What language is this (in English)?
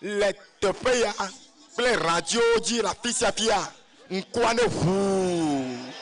Ewe